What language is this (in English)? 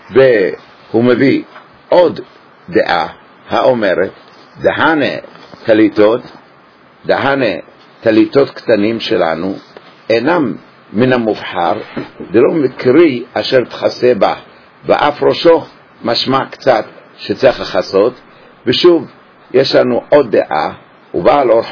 Hebrew